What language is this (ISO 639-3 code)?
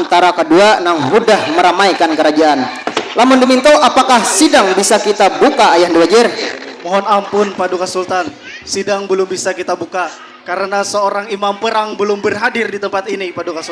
bjn